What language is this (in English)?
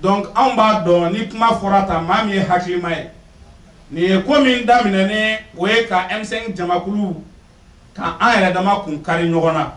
Bambara